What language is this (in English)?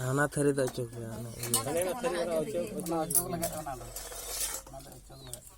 Santali